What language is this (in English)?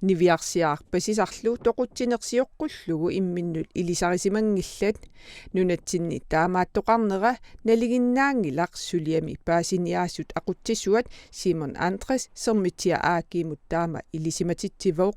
Kalaallisut